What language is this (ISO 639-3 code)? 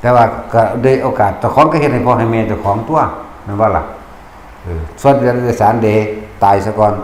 tts